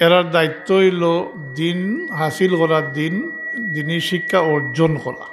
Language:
Sylheti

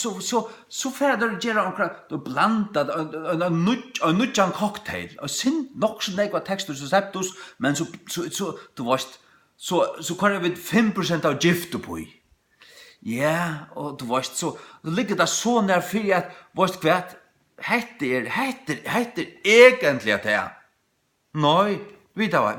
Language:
Faroese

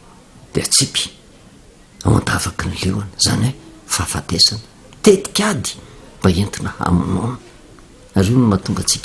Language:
Malagasy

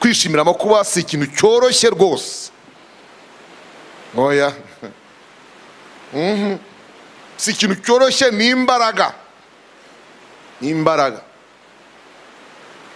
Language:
Kinyarwanda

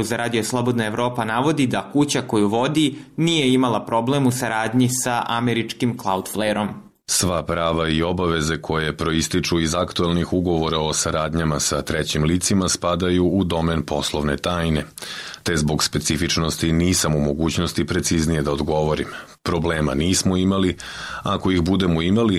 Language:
Serbian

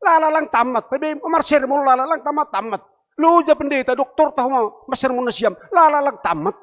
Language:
Batak Simalungun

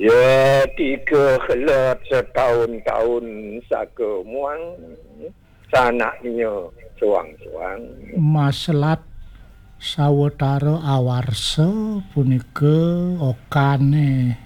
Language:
Balinese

